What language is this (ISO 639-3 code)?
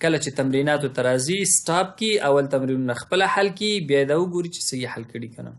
pus